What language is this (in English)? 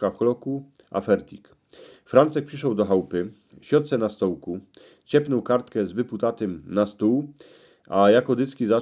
Silesian